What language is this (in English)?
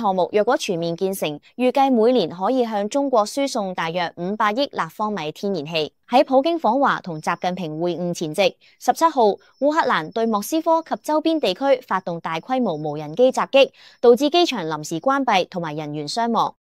Cantonese